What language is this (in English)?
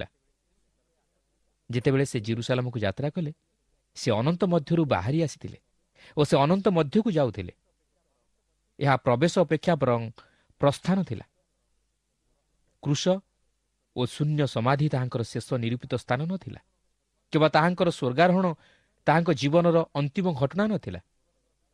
Odia